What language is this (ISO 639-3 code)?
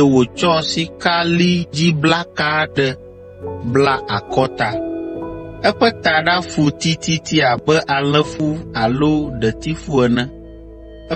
ewe